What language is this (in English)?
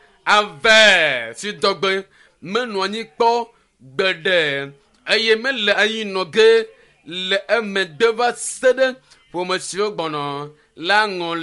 Ewe